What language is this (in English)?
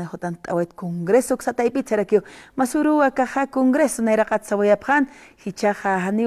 Aymara